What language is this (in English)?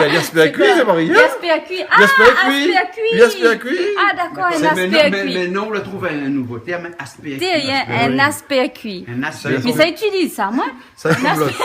Réunion Creole French